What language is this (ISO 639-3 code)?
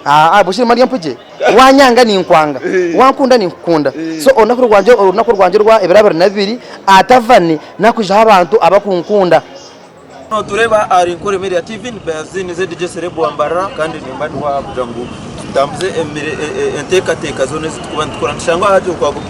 nyn